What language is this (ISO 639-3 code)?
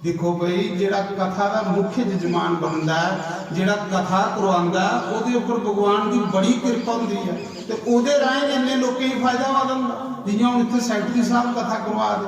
doi